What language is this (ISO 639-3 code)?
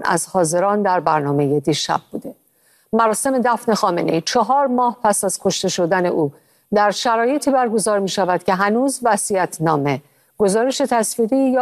fas